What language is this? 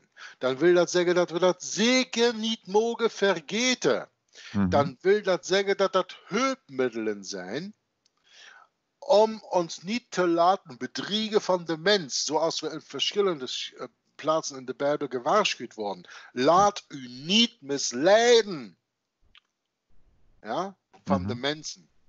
Dutch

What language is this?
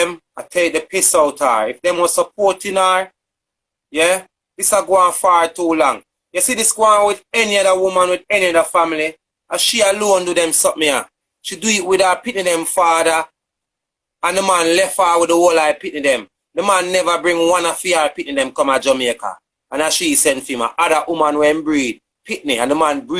Jamaican Creole English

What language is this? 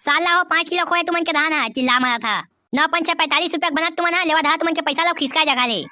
Chhattisgarhi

